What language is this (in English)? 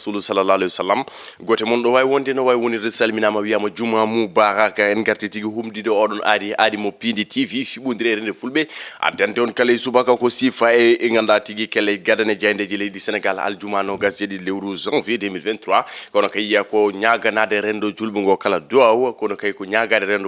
Fula